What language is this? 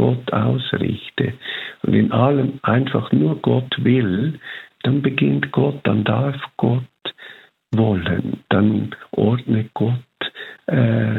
German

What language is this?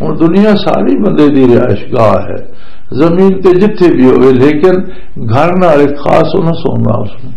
Western Panjabi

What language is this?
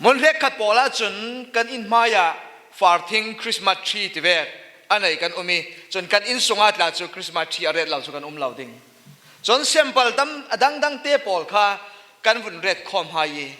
Falam Chin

